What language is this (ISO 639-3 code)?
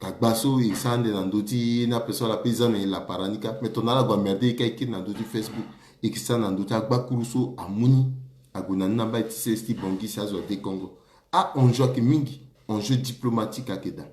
sag